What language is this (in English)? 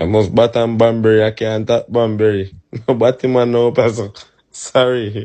Jamaican Creole English